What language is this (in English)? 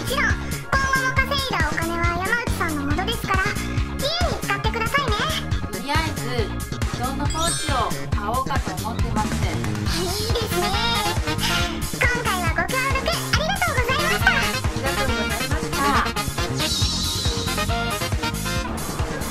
Japanese